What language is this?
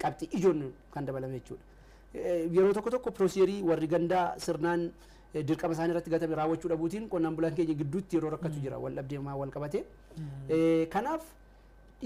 Oromo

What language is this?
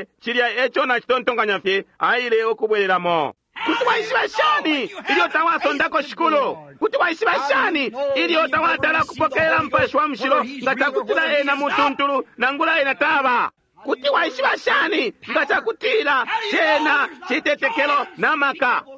Bemba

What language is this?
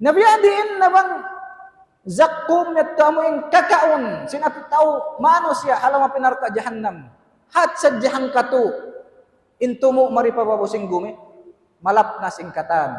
Tausug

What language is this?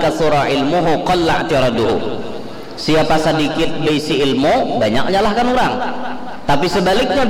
Banjar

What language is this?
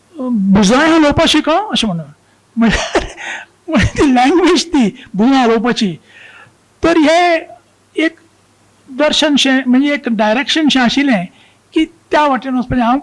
Konkani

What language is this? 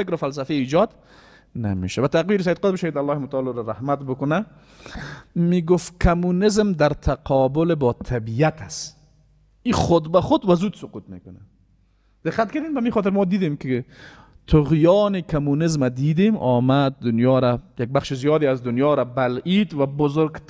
Persian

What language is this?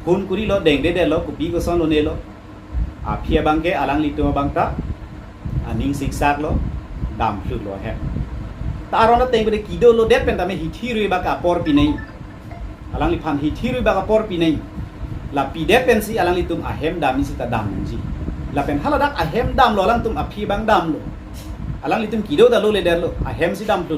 Karbi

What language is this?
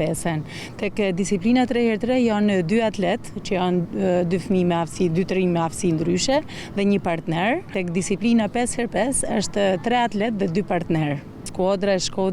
Albanian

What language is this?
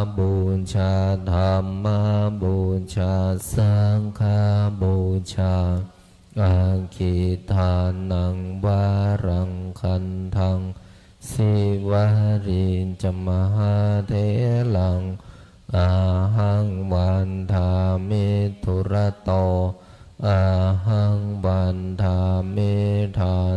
Pali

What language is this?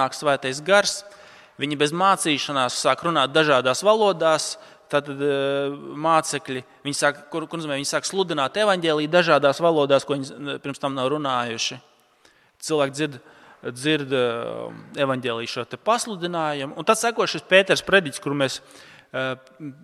Latvian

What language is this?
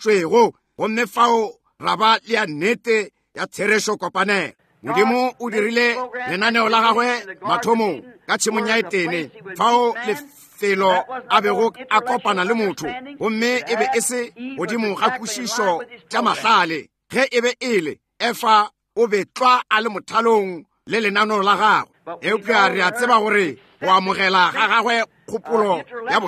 Northern Sotho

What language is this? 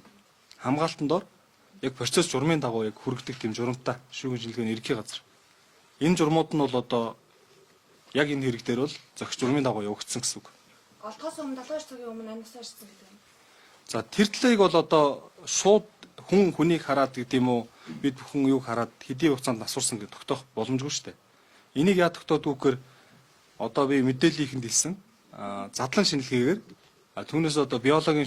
Mongolian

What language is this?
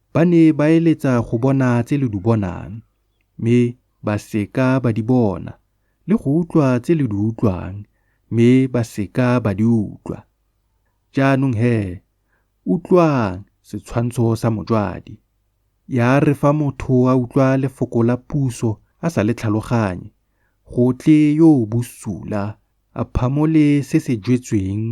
Tswana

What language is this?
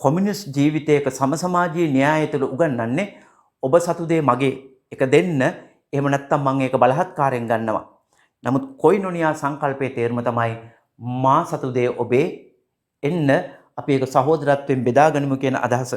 Sinhala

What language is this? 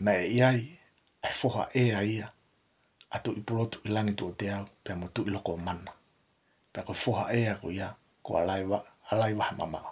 Tongan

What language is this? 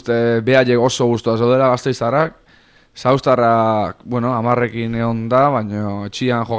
Basque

